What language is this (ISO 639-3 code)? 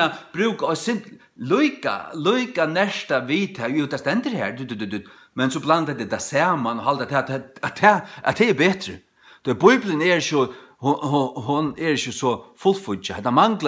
fao